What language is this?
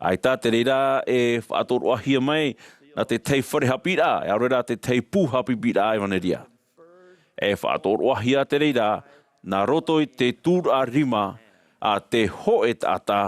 Tahitian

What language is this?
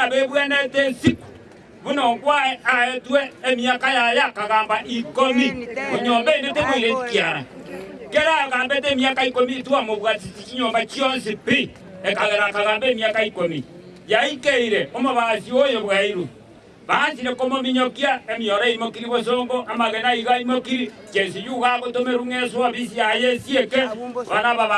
Gusii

